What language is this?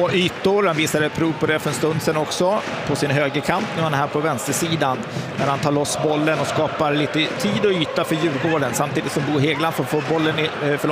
Swedish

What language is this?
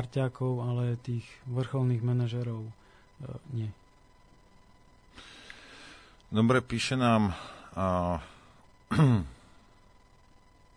Slovak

